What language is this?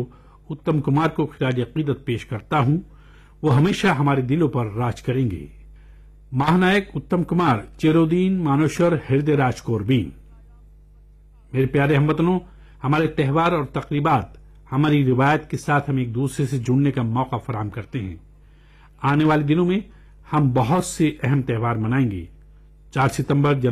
Urdu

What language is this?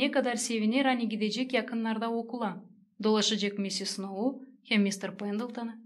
Gagauz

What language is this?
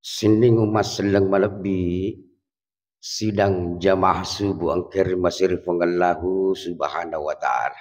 Buginese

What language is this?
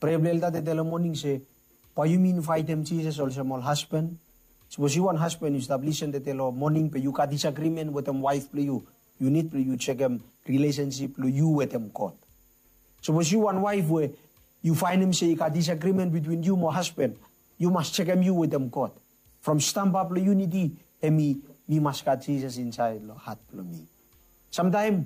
Bislama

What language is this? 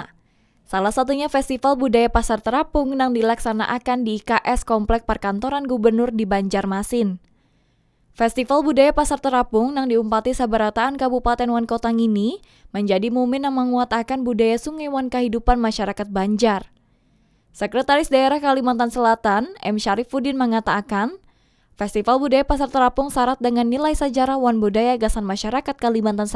Banjar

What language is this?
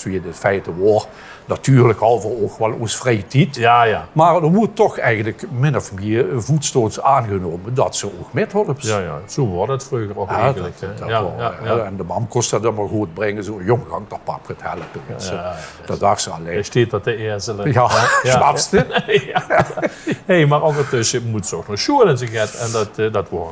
Limburgish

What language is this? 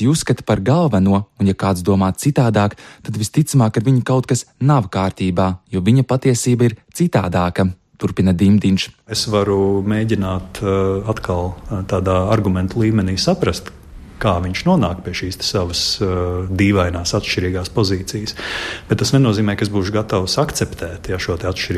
Latvian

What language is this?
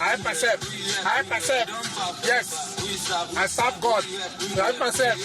Nigerian Pidgin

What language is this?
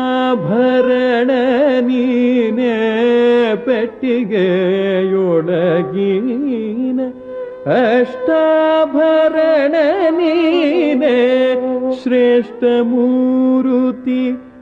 Kannada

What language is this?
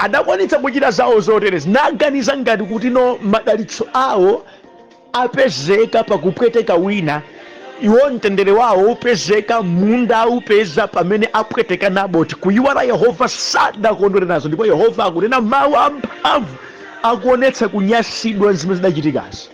Nyanja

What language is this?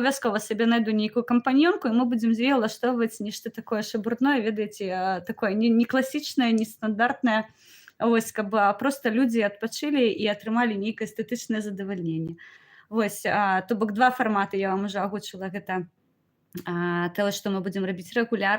Belarusian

